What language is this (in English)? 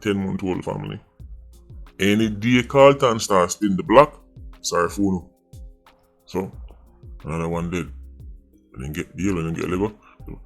Jamaican Creole English